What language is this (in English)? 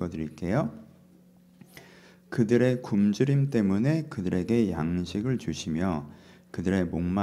Korean